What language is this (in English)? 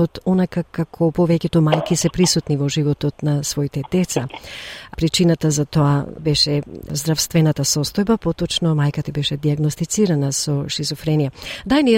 Macedonian